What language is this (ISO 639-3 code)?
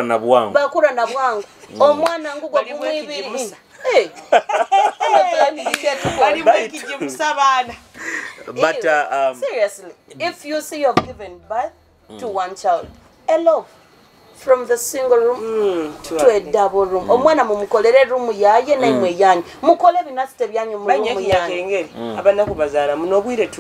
nyo